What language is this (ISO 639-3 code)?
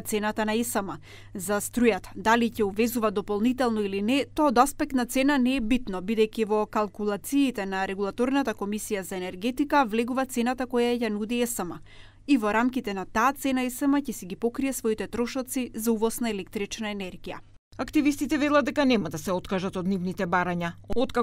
mkd